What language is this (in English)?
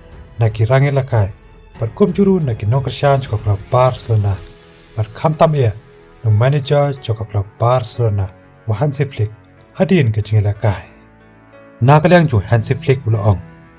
Khasi